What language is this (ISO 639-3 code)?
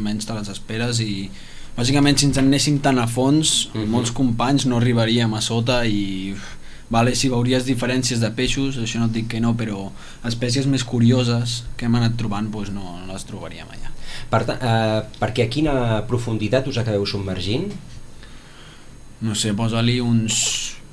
cat